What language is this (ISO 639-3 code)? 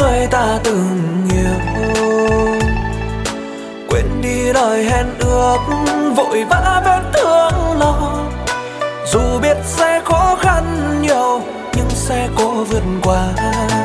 vie